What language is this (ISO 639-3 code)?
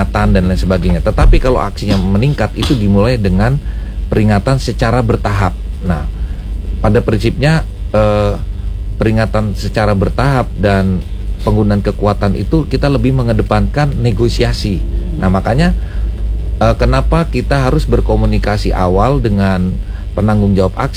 ind